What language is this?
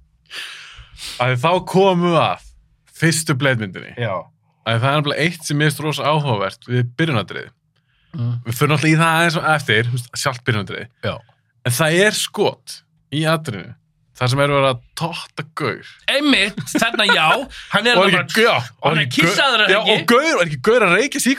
Icelandic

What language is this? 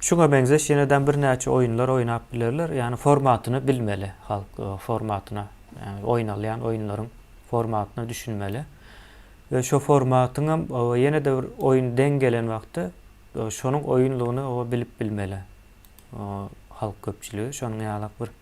Turkmen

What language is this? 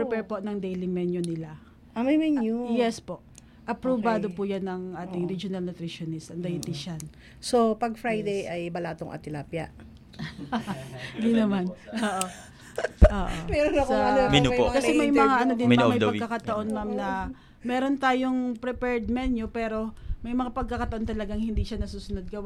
Filipino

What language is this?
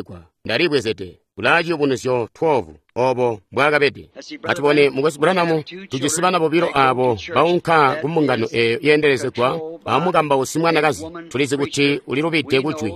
Tonga (Zambia)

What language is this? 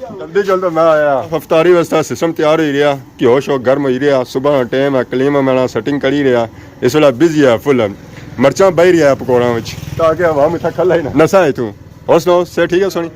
Pahari-Potwari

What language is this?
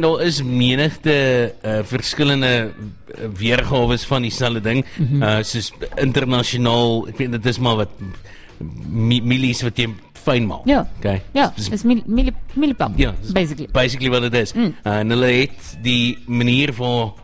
Afrikaans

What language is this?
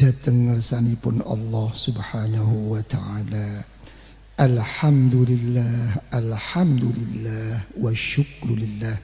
Javanese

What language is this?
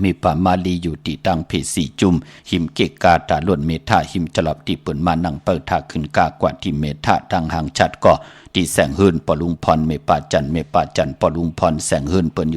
Shan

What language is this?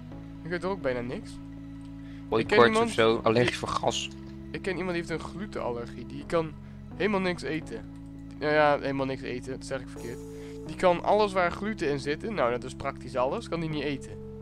Dutch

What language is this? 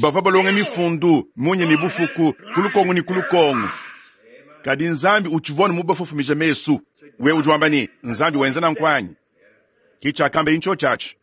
Luba-Lulua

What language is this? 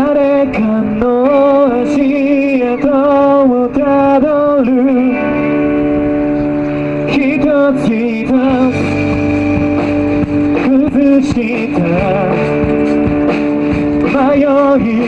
Japanese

